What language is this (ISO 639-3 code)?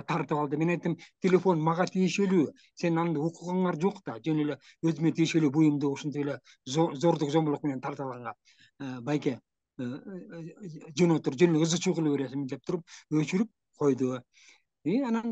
kir